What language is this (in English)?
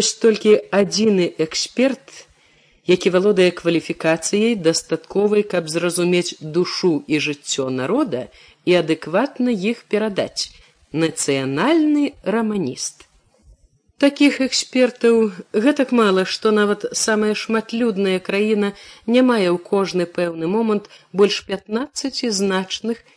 Belarusian